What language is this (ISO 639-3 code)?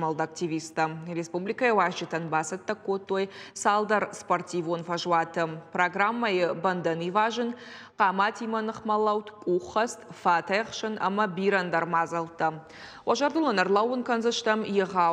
oss